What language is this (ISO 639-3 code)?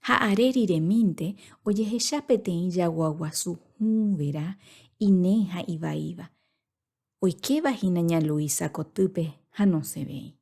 grn